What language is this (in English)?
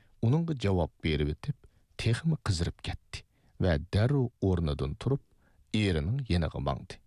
Uyghur